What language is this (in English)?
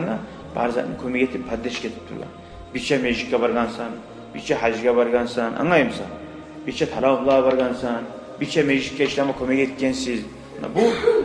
Kumyk